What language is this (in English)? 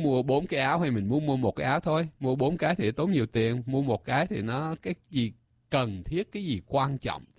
Vietnamese